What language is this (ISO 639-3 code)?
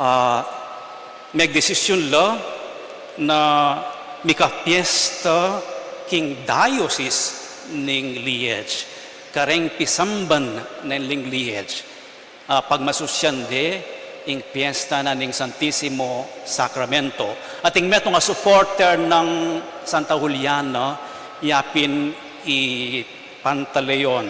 pam